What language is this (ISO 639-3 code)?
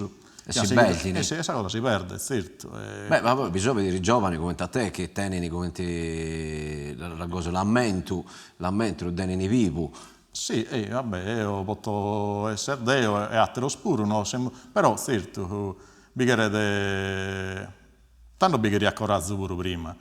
srd